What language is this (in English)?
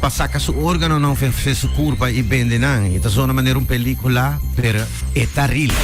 Papiamento